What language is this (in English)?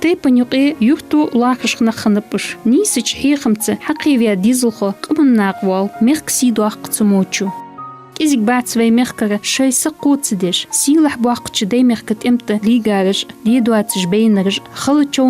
Ingush